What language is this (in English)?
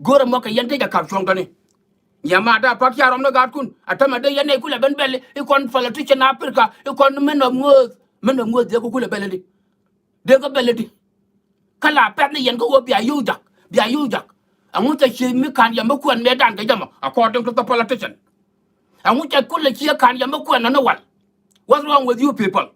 Nuer